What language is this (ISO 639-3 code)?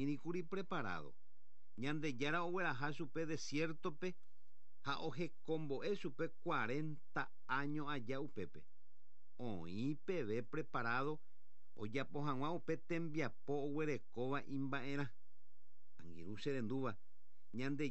grn